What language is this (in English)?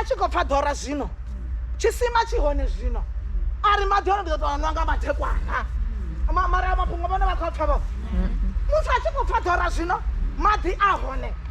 Venda